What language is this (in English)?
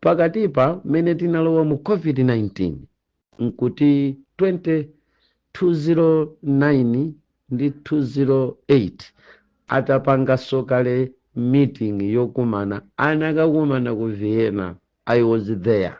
Nyanja